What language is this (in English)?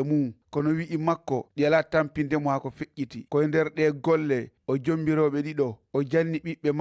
Fula